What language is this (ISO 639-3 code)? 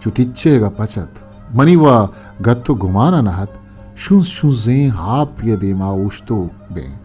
bgp